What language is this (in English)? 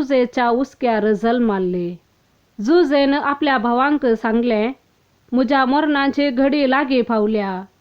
Konkani